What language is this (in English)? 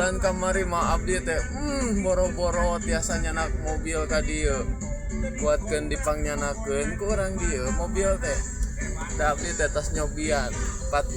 Sundanese